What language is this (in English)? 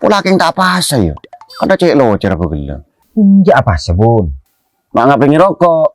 Madurese